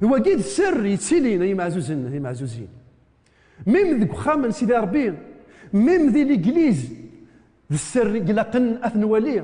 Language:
Kabyle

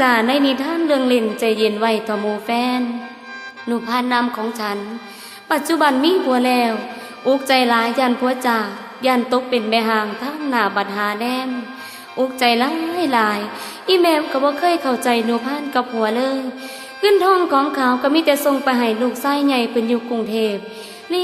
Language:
Northeastern Thai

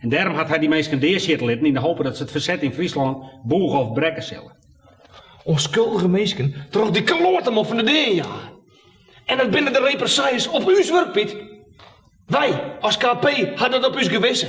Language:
Western Frisian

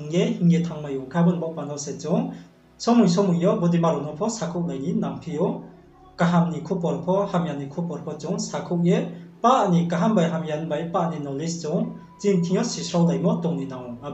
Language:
Riang (India)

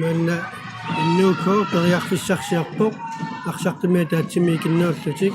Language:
Kalaallisut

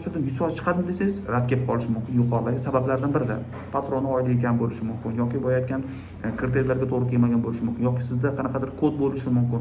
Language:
Uzbek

